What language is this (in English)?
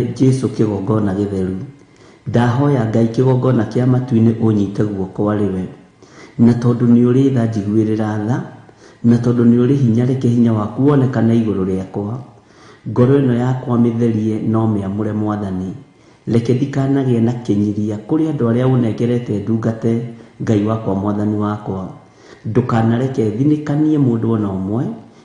Kikuyu